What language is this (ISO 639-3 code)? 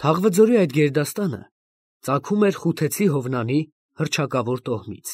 hye